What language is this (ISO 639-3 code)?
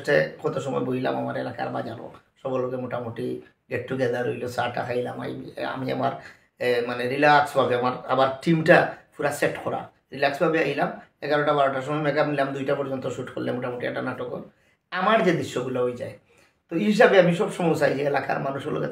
syl